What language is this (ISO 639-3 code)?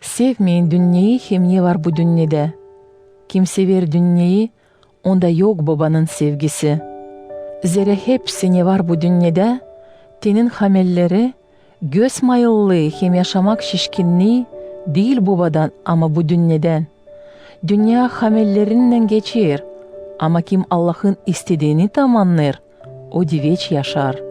gag